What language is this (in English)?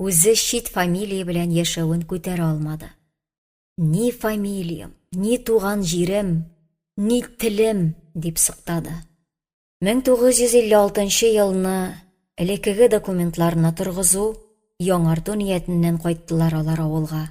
Tatar